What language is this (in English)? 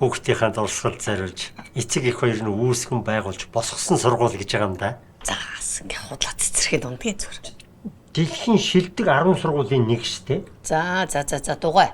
Mongolian